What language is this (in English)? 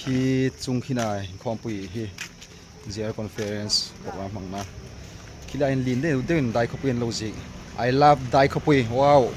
Hmar